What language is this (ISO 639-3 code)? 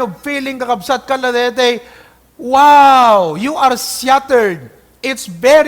ilo